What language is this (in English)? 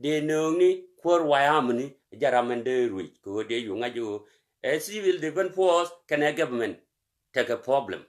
Nuer